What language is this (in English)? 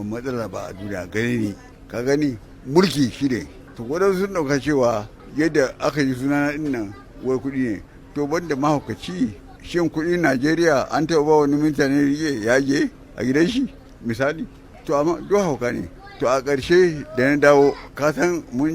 Hausa